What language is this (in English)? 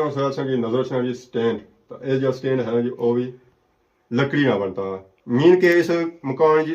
Pahari-Potwari